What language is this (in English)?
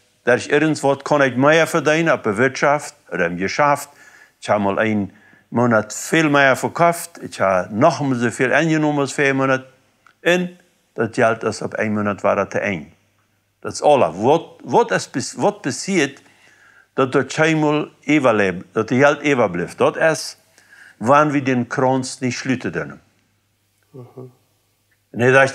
Plautdietsch